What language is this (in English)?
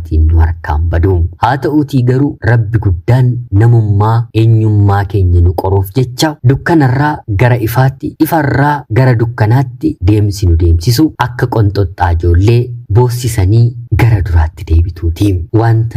Oromo